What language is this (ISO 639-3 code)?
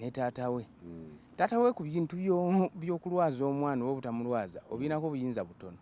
lug